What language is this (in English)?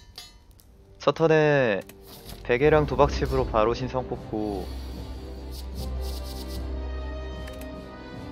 Korean